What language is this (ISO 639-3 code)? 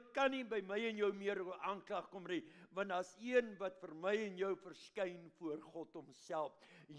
afr